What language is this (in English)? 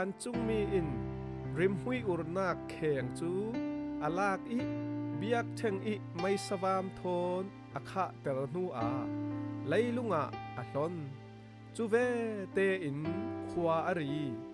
Falam Chin